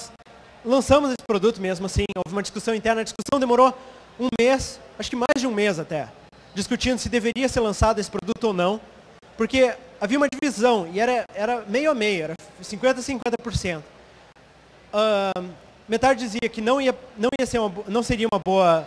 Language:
Portuguese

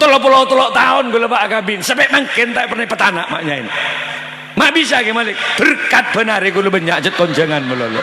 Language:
Madurese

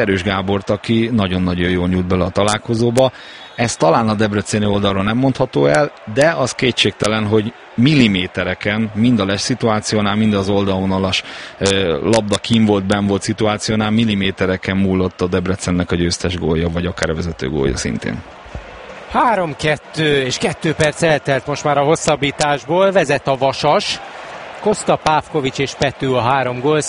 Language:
Hungarian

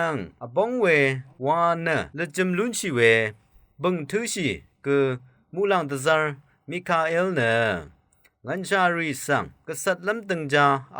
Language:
Rawang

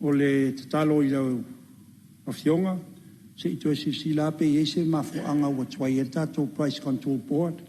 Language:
Samoan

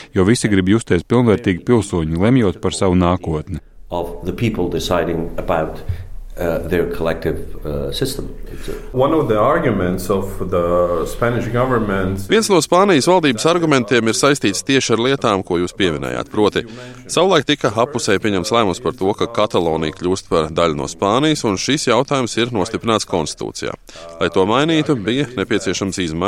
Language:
Latvian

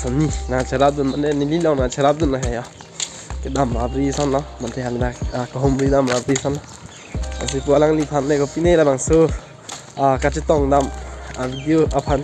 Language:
Karbi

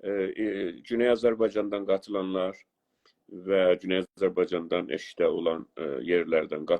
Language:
South Azerbaijani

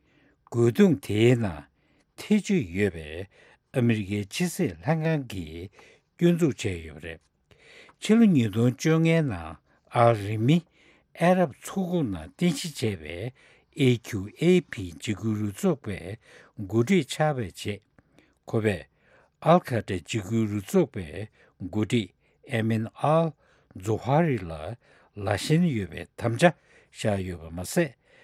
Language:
Tibetan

